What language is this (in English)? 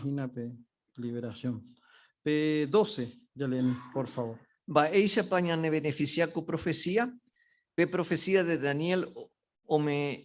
Guarani